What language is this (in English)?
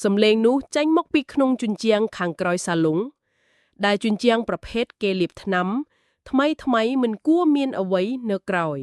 Khmer